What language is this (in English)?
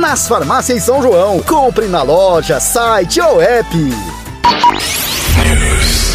Portuguese